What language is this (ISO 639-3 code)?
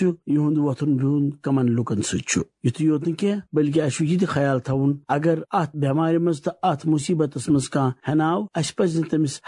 kas